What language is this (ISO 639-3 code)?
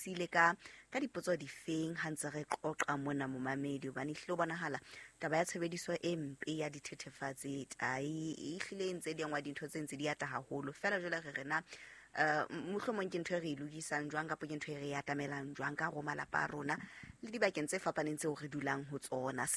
sot